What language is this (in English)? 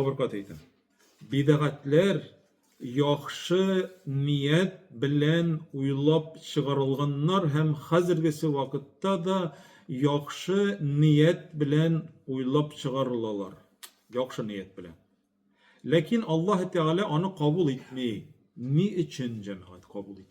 Tatar